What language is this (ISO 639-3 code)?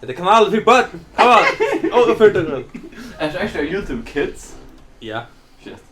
fao